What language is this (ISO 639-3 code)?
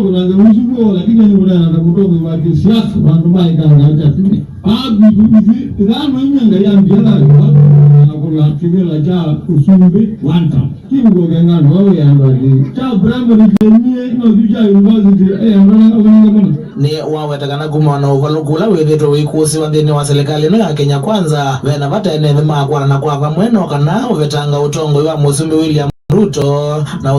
kam